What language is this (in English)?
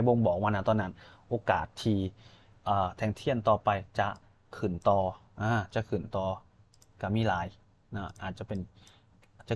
Lao